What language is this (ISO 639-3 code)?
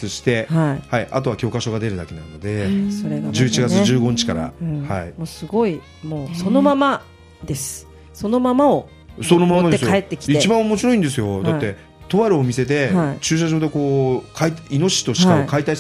jpn